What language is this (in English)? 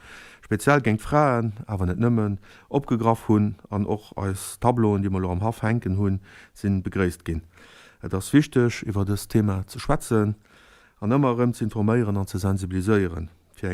Luxembourgish